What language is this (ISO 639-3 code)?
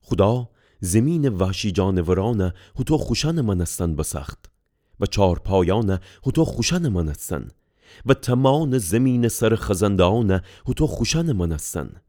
glk